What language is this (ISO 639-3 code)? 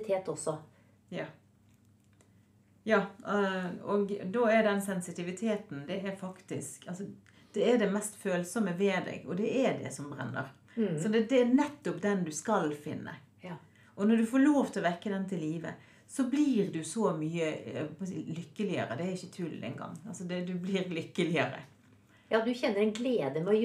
nor